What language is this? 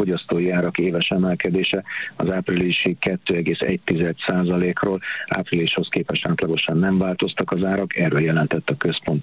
Hungarian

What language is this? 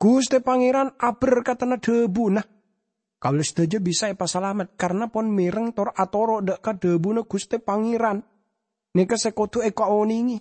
Madurese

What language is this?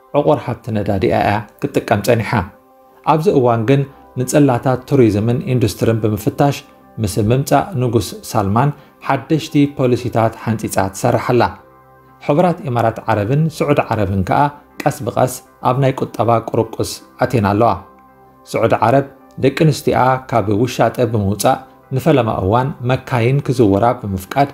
Tigrinya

